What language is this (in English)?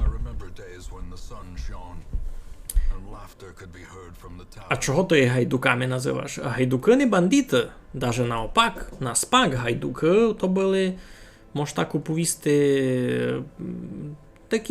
Rusyn